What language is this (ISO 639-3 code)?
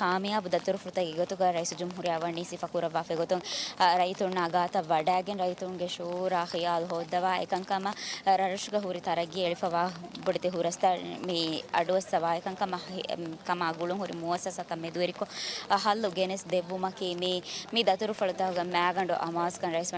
div